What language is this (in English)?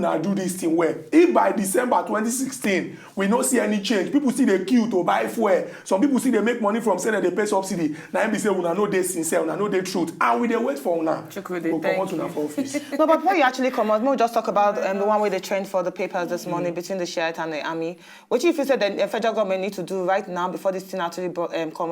Nigerian Pidgin